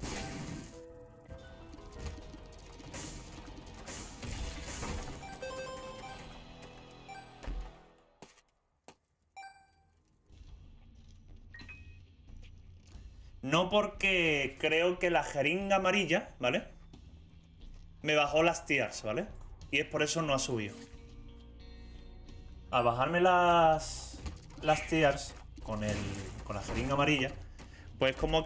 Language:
Spanish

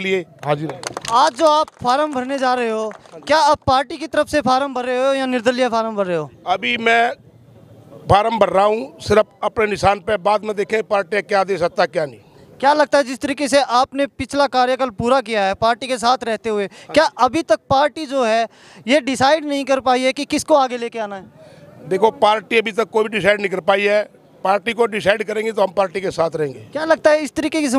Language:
Hindi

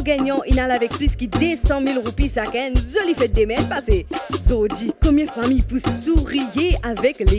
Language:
Morisyen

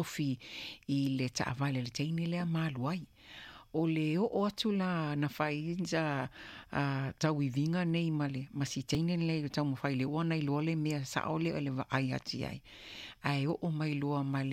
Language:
Samoan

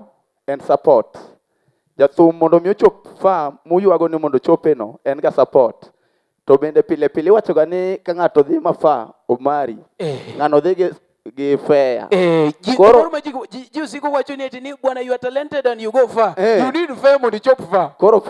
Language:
Luo (Kenya and Tanzania)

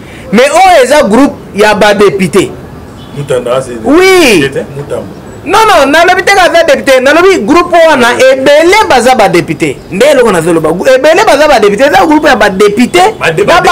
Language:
Lingala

